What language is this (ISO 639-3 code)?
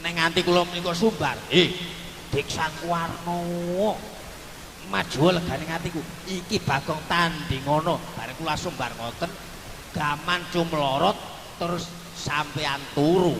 jav